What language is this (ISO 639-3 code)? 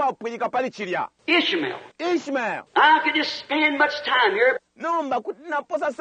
bem